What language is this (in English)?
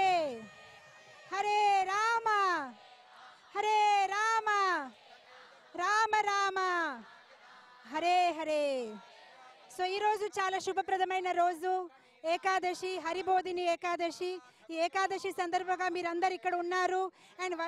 Telugu